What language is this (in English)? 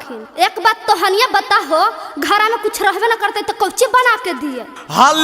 Magahi